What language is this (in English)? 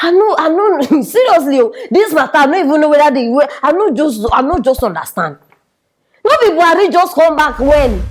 Nigerian Pidgin